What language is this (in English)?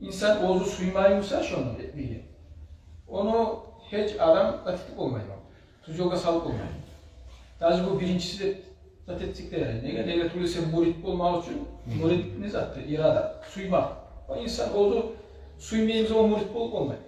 Kumyk